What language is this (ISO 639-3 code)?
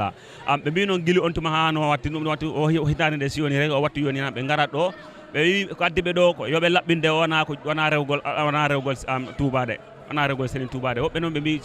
ful